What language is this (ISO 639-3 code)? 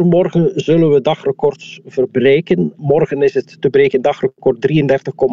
nld